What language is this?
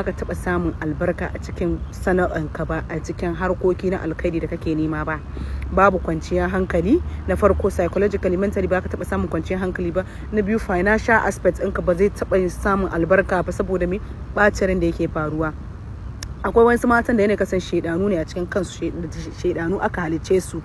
Hausa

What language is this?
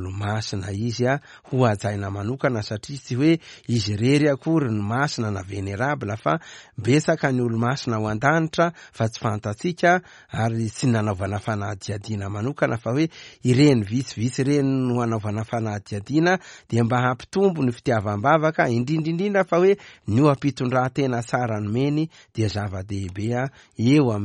Malagasy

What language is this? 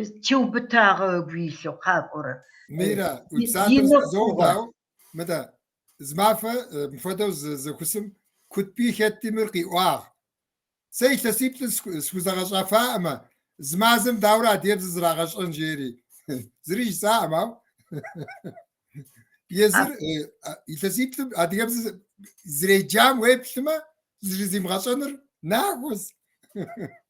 Kabardian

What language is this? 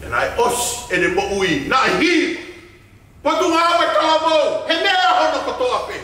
Tongan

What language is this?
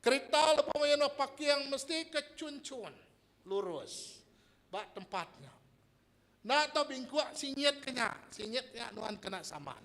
Iban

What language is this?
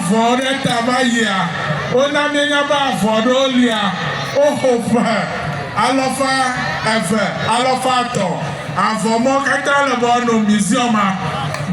Ewe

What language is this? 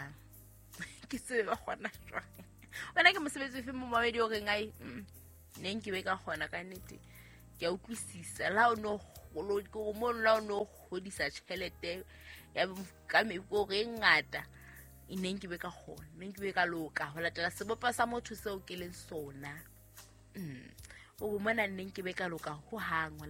Southern Sotho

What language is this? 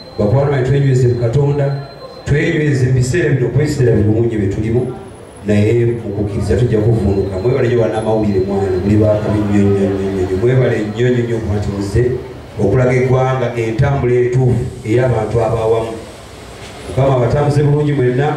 Ganda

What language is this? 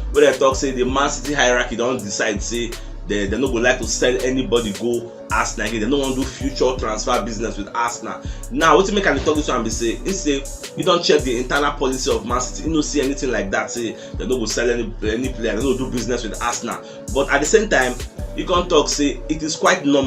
Nigerian Pidgin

